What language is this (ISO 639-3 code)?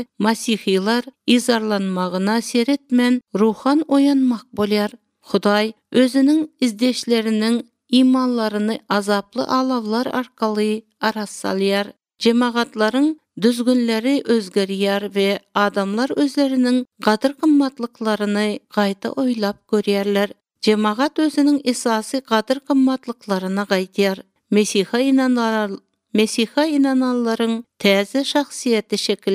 tuk